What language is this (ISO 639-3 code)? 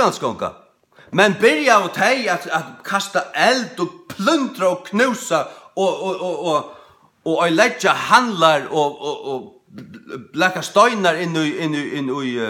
fao